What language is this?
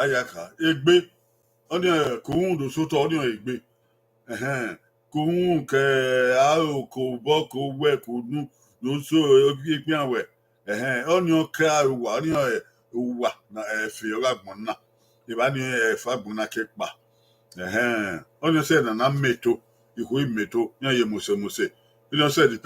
Bini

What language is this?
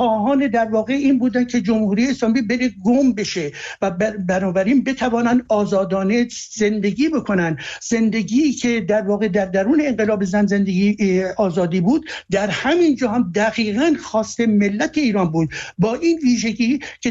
Persian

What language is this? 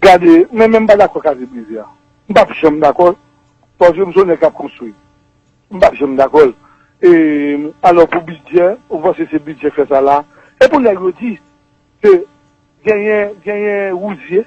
Haitian Creole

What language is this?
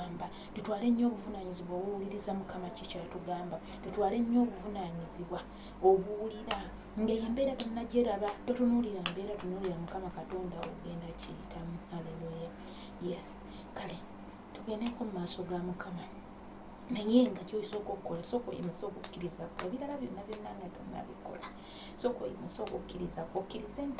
Ganda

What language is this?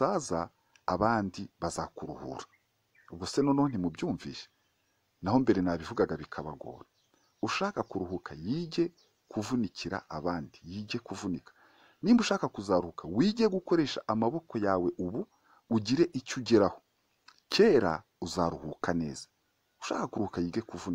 Kinyarwanda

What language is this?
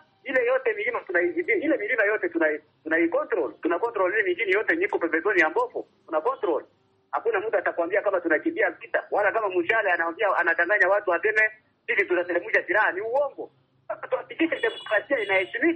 Swahili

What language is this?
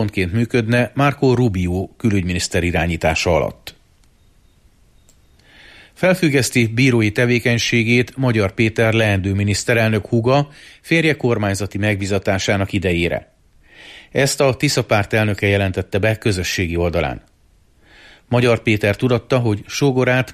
Hungarian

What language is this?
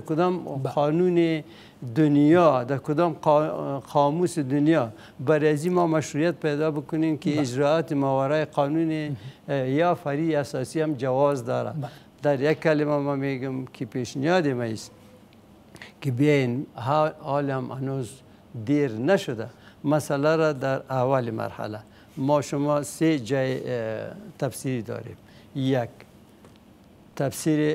Persian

